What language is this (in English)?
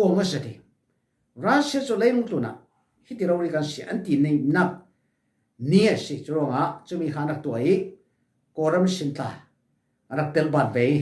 Falam Chin